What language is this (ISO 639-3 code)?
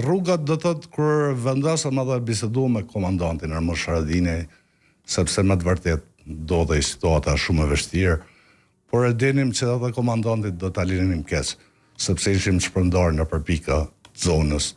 sqi